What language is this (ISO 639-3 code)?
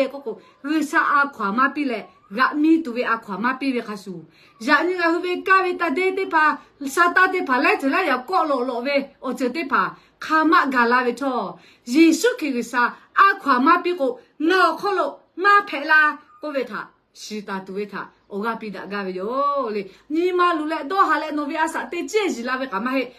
lhu